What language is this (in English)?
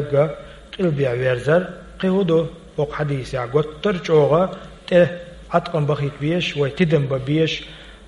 Chechen